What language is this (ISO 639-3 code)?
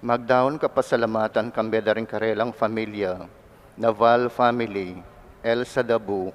pam